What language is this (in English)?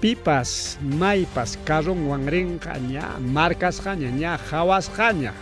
Ayacucho Quechua